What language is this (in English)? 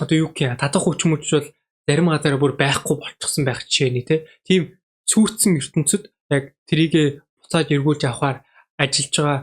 Mongolian